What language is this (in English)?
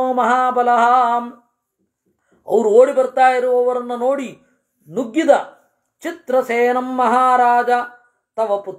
Kannada